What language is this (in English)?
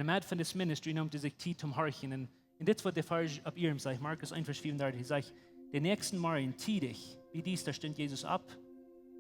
Plautdietsch